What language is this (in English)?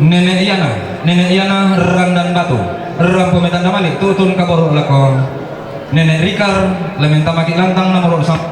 Toraja-Sa'dan